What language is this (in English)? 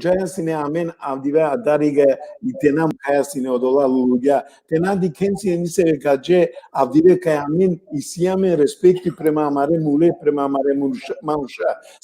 Balkan Romani